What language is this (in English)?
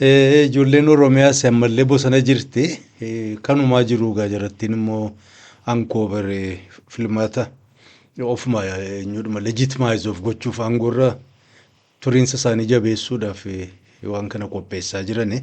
Oromo